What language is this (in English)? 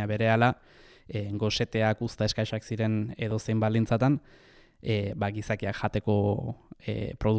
Basque